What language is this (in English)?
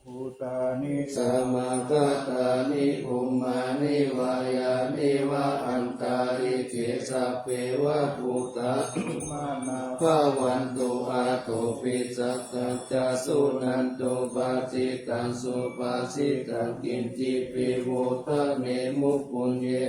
Pali